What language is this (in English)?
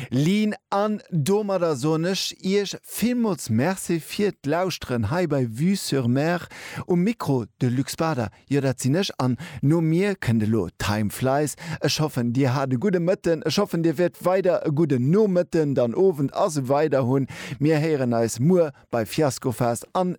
Luxembourgish